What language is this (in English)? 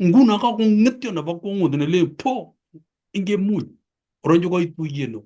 Kalenjin